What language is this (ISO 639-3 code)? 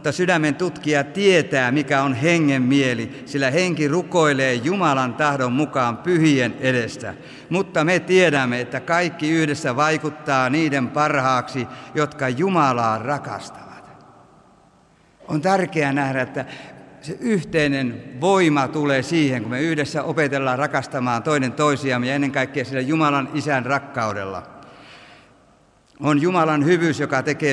fin